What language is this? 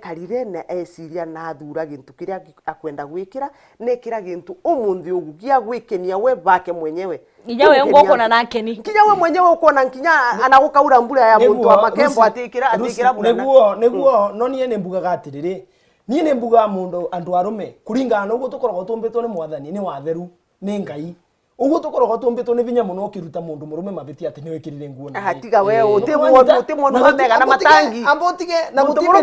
Meru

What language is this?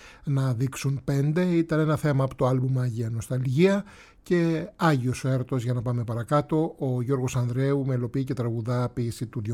Greek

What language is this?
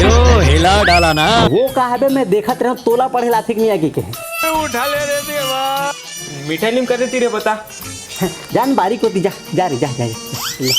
Chhattisgarhi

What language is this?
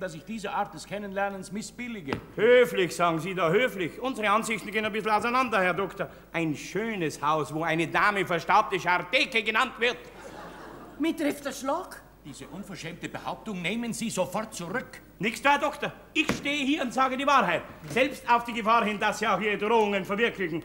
German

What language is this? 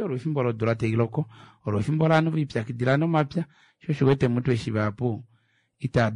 Kuanyama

